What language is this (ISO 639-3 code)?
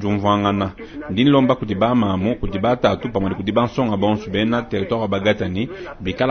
lua